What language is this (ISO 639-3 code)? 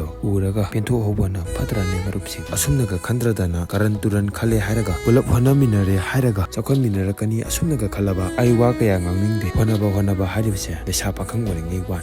mni